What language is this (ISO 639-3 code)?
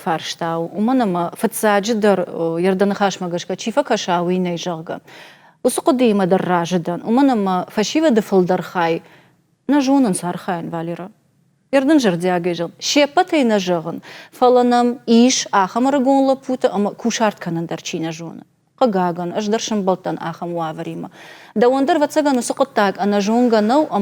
oss